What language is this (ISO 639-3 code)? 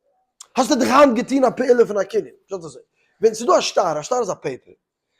yid